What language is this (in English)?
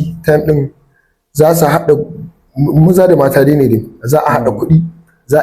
Hausa